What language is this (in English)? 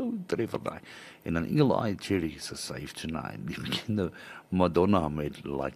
Afrikaans